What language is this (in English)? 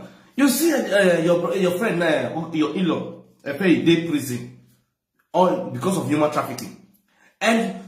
Nigerian Pidgin